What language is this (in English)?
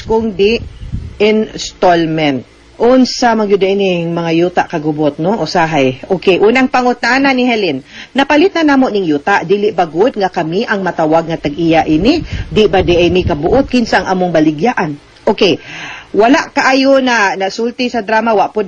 Cebuano